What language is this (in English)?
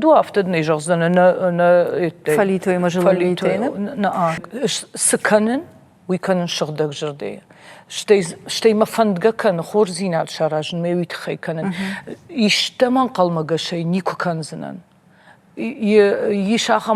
Ossetic